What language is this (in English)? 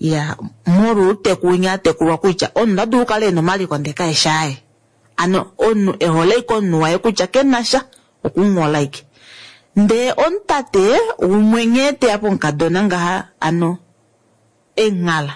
Kuanyama